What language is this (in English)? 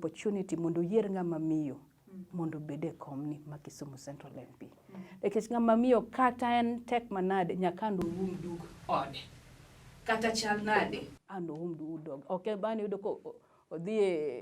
Luo (Kenya and Tanzania)